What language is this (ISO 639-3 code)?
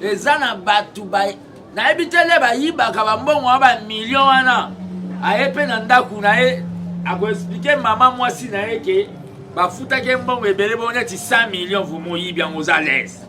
lin